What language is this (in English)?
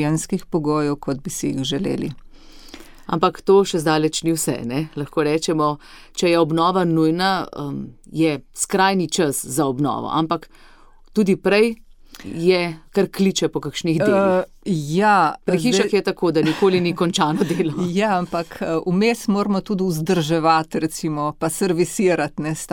Slovenian